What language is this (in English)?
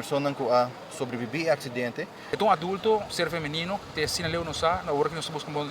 Papiamento